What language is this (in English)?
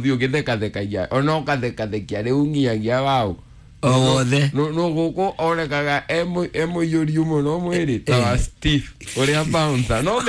Kikuyu